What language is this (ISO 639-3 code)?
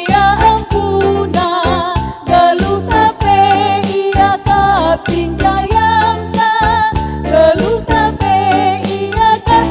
btx